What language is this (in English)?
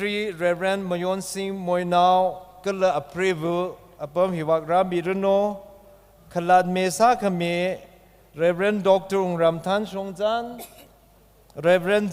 Tangkhul Naga (India)